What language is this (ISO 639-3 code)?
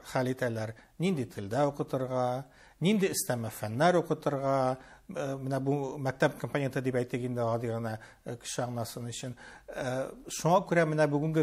tat